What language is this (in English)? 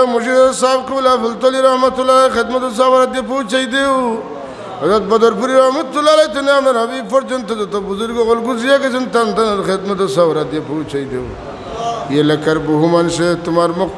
Sylheti